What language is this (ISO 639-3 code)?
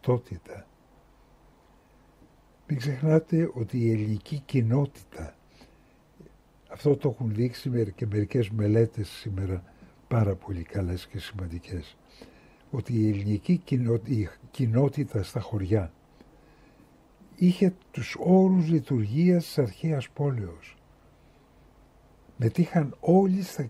ell